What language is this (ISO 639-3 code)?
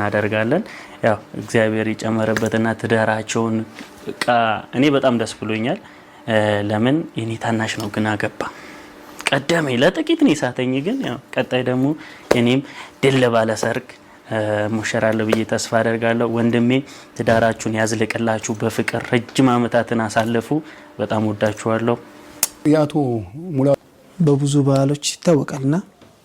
amh